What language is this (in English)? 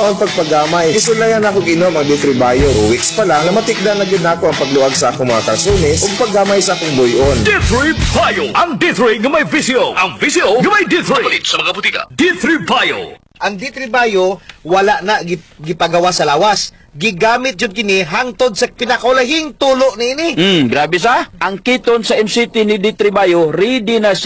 Cebuano